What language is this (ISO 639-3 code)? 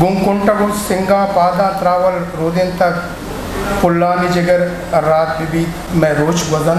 bgp